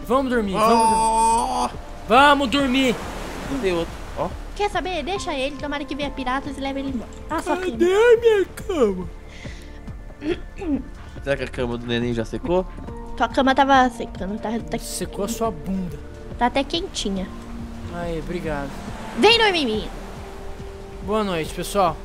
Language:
Portuguese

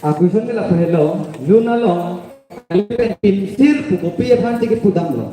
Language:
Karbi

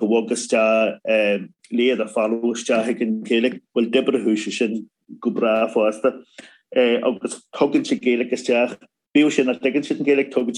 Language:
Irish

